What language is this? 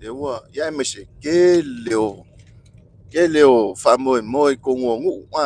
Samoan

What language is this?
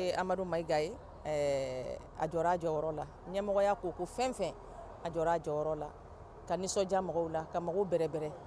Bambara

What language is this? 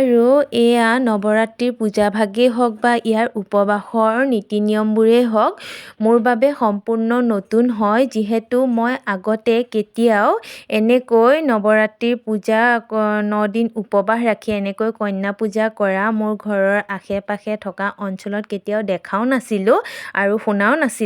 Assamese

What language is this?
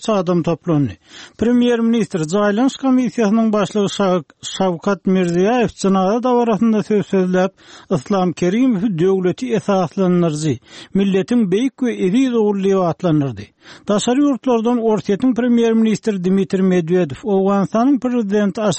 Turkmen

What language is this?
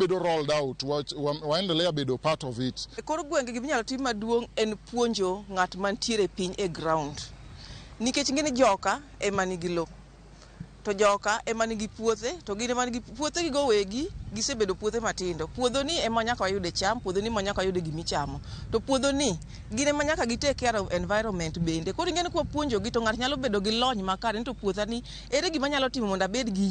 Luo (Kenya and Tanzania)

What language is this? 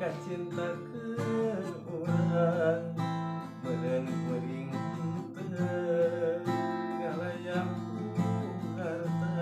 Sundanese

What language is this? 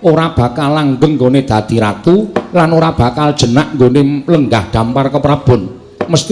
Javanese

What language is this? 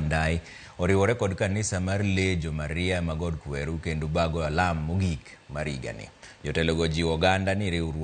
Luo (Kenya and Tanzania)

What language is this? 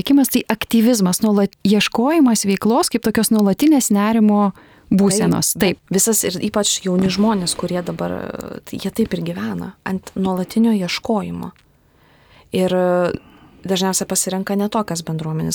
Lithuanian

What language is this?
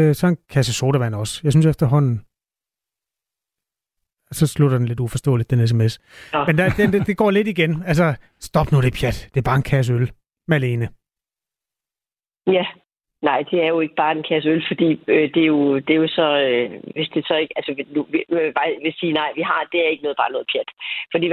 Danish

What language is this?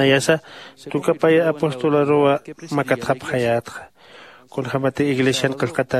Aymara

